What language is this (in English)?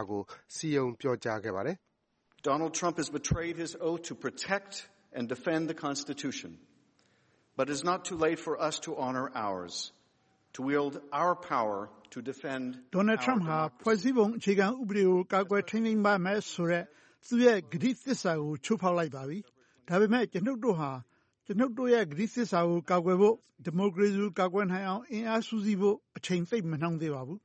Burmese